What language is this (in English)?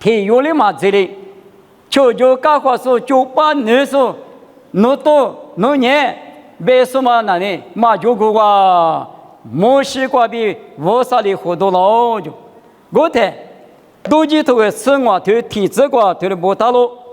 Lisu